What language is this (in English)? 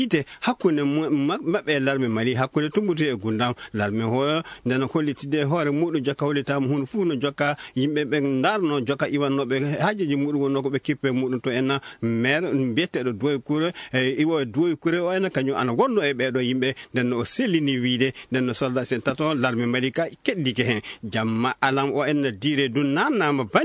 Fula